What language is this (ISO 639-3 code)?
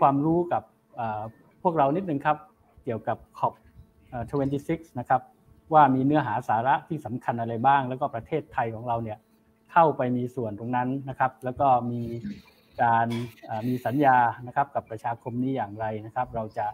tha